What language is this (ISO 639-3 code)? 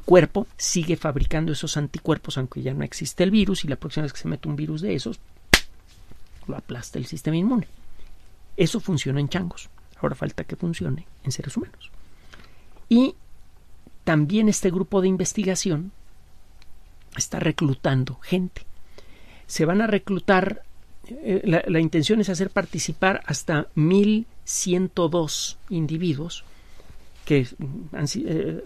spa